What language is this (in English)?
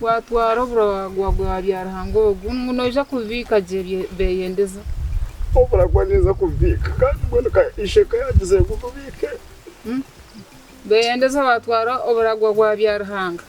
Nyankole